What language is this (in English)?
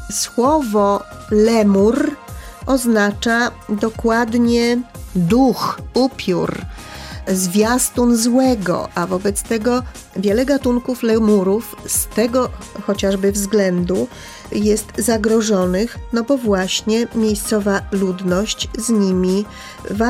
Polish